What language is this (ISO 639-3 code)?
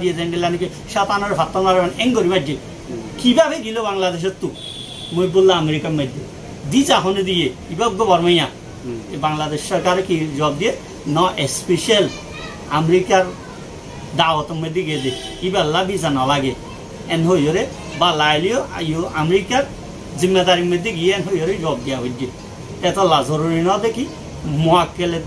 rhg